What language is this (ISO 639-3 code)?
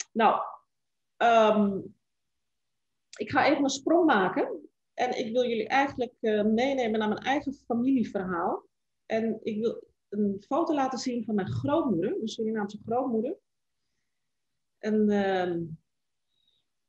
nld